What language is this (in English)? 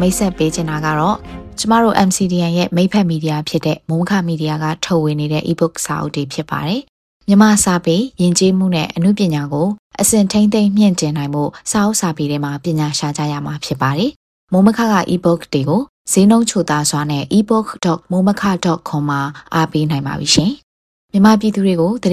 Burmese